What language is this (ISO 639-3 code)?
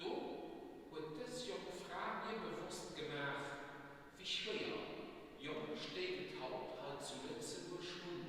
ltz